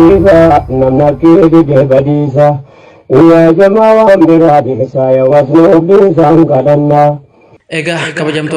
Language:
Oromo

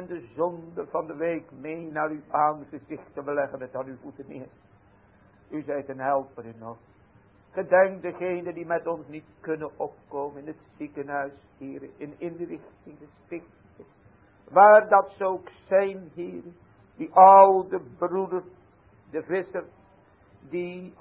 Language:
Dutch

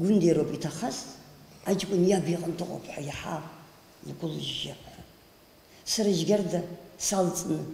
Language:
Abkhazian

